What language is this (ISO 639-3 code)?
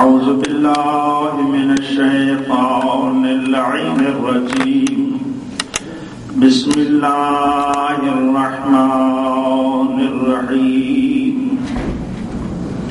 urd